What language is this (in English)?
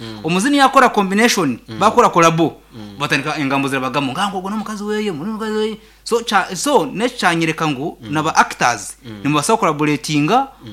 Nyankole